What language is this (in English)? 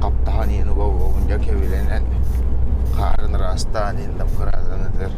Yakut